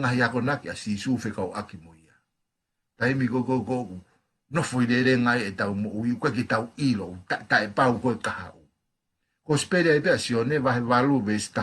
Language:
Tongan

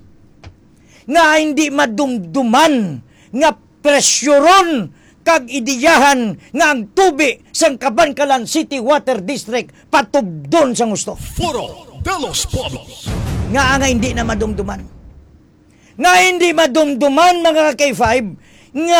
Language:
Hiligaynon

